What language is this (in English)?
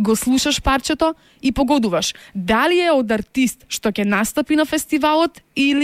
Macedonian